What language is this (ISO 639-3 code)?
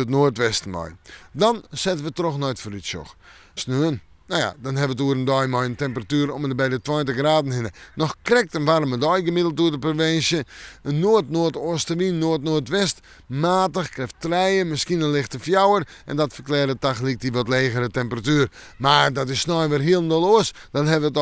fry